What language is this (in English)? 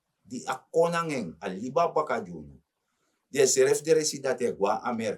Sranan Tongo